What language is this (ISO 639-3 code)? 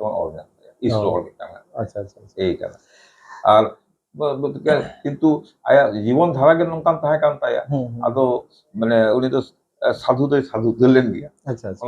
sat